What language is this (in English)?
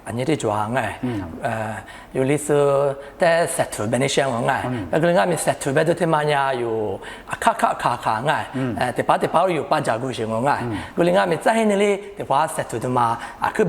Lisu